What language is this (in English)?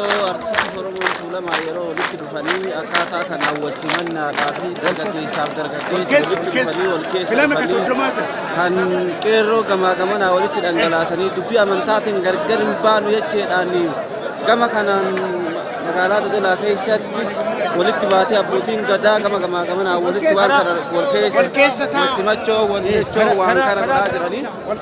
Oromo